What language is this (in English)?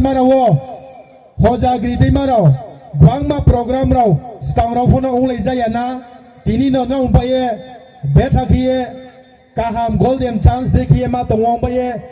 Riang (India)